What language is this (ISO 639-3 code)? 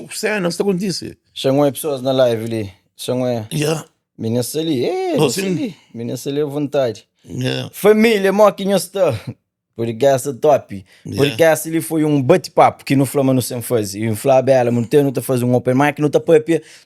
kea